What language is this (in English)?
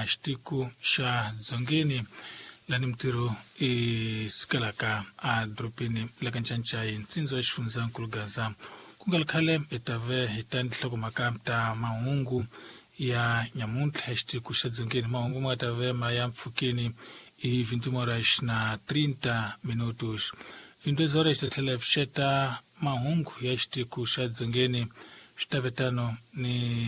Tsonga